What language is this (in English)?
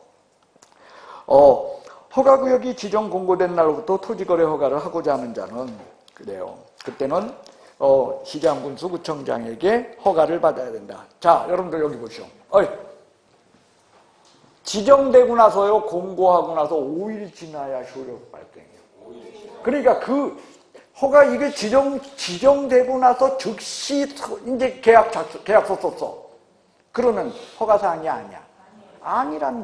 Korean